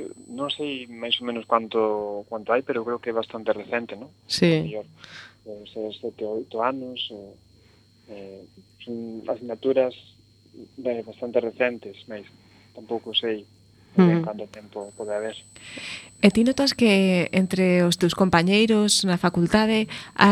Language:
Galician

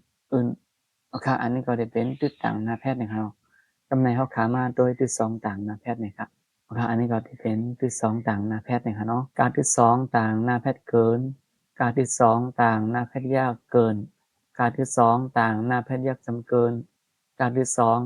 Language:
Shan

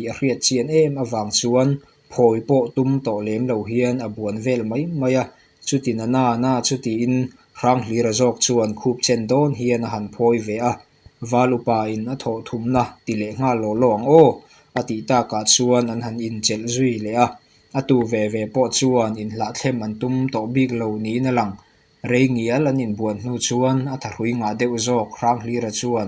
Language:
Mizo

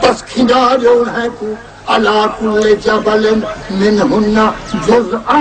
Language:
Saraiki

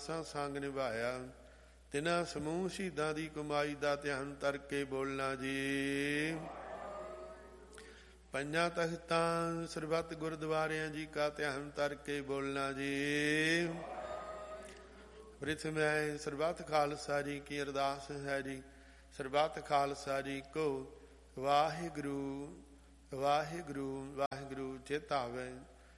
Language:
Punjabi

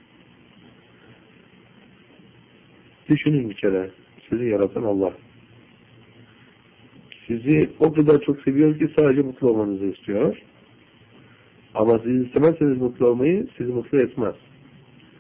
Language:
Turkish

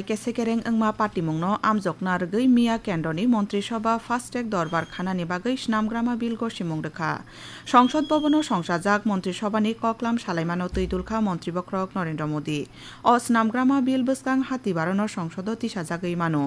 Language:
Kok Borok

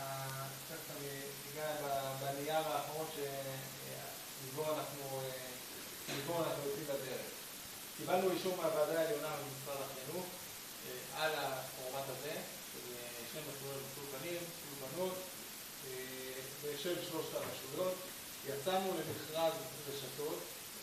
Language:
Hebrew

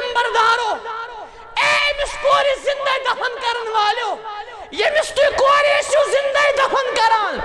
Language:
Kashmiri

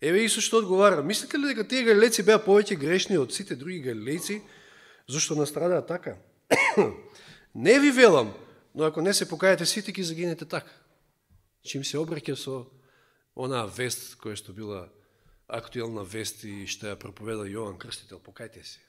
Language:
Macedonian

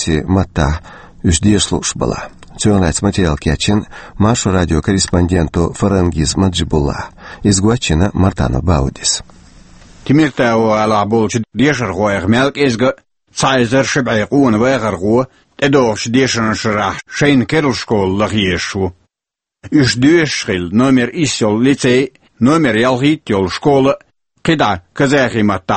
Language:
Chechen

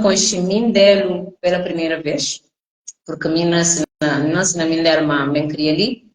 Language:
Kabuverdianu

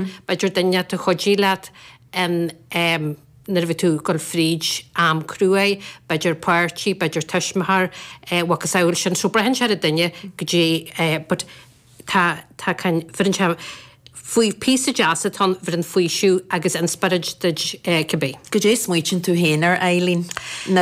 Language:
Irish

